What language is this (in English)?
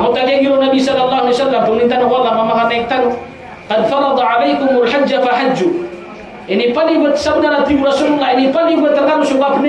Maranao